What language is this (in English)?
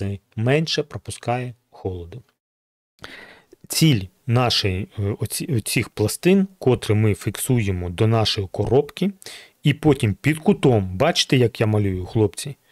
Ukrainian